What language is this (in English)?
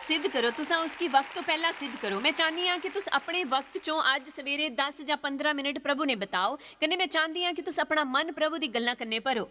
Dogri